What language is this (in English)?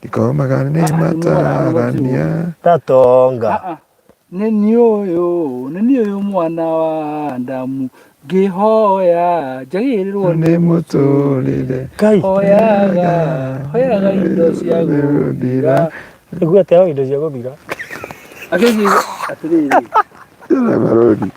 Kikuyu